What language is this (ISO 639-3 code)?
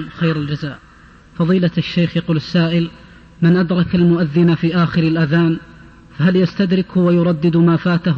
ara